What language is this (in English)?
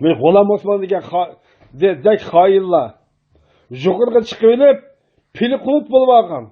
Uyghur